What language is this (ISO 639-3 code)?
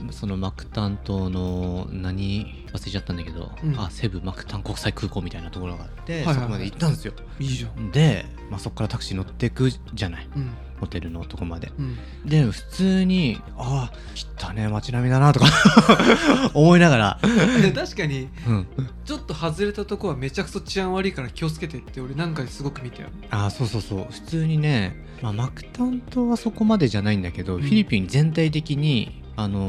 jpn